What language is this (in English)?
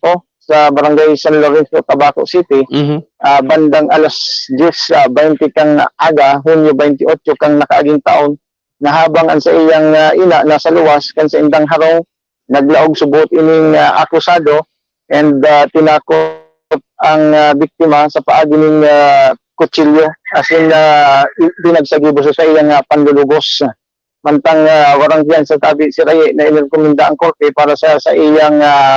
Bikol